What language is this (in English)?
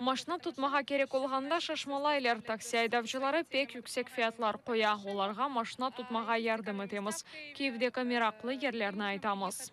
Crimean Tatar